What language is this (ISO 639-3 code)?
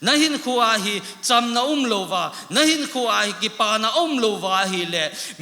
tcz